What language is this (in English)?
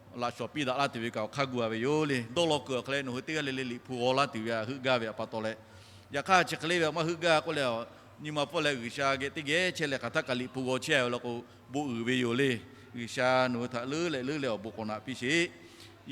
Lahu